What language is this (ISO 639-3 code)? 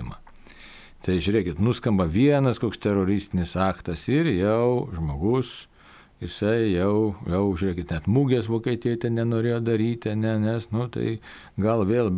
lit